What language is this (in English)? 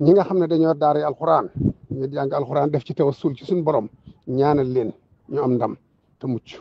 Wolof